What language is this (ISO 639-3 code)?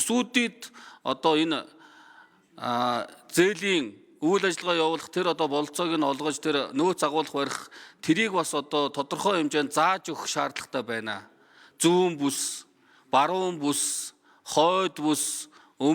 mon